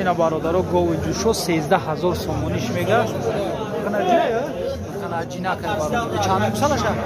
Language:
Tajik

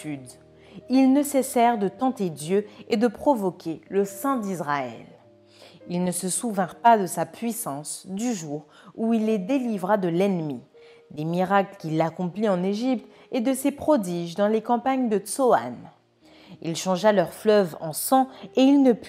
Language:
French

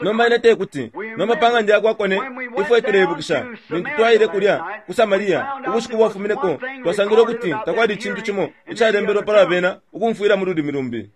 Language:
Bemba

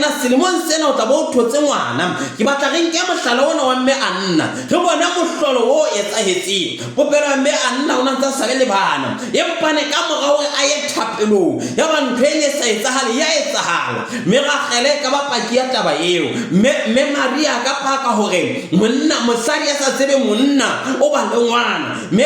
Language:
Southern Sotho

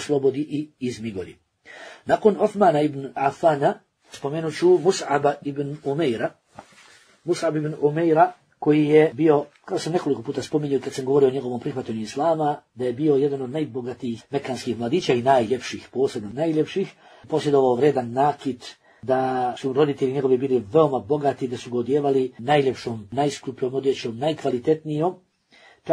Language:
Bosnian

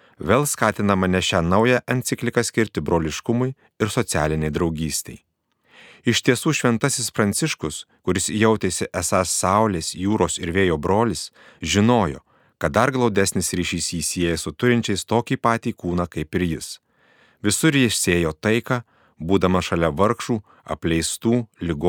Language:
Lithuanian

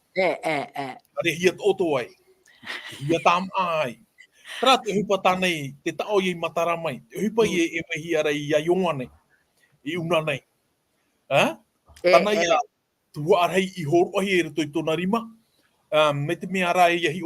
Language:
Tahitian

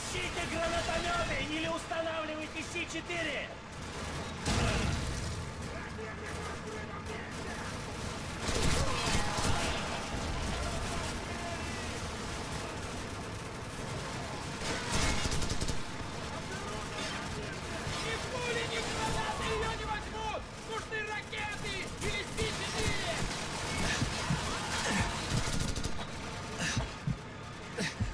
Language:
Russian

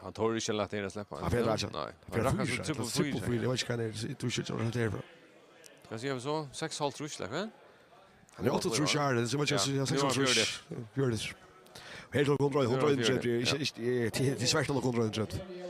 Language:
Faroese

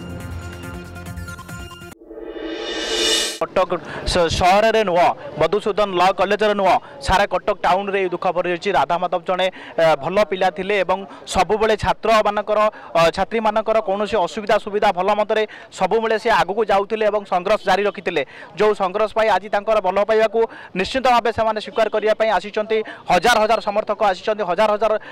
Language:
Odia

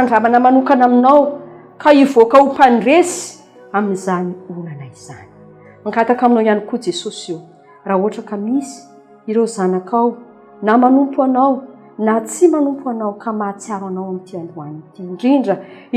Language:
Malagasy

